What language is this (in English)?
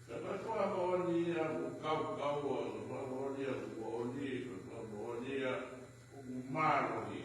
Tongan